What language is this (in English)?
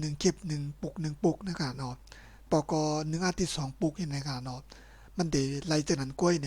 Shan